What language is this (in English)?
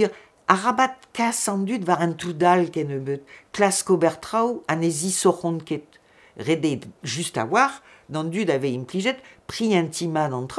Breton